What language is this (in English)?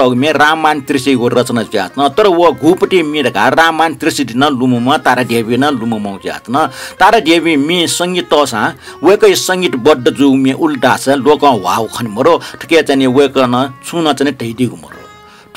Newari